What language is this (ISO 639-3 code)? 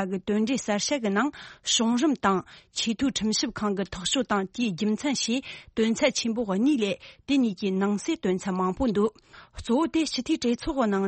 bod